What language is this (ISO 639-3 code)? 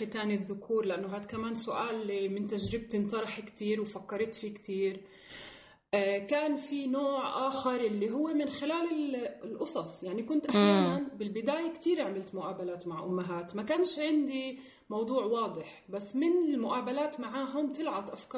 apc